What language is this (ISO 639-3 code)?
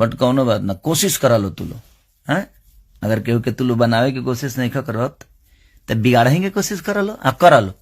bho